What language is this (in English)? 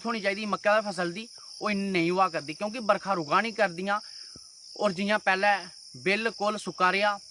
Dogri